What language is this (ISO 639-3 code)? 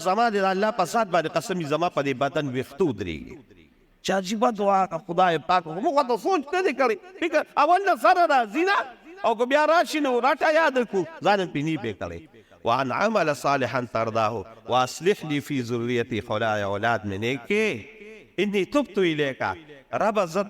pus